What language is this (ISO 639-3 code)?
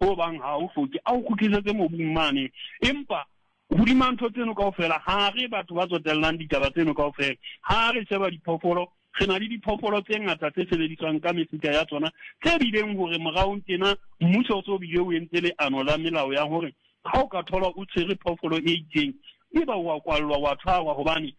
sot